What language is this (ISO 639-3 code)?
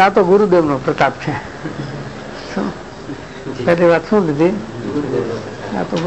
guj